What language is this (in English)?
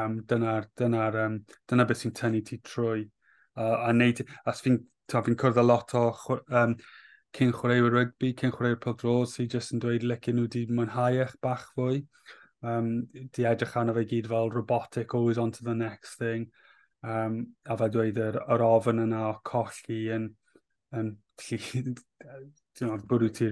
Welsh